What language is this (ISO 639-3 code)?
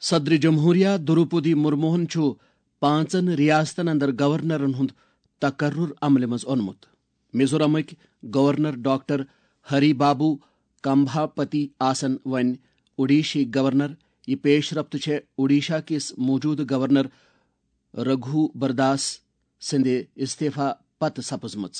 kas